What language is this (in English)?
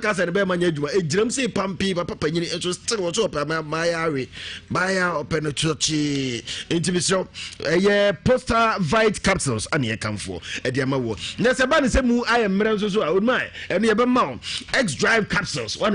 Akan